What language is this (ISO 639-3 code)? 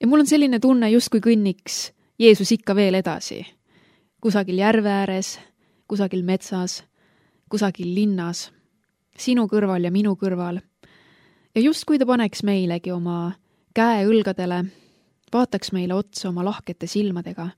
est